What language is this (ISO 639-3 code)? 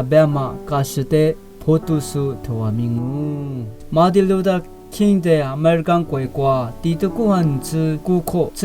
lis